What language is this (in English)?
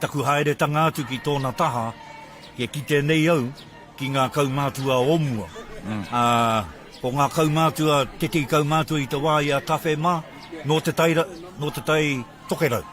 Māori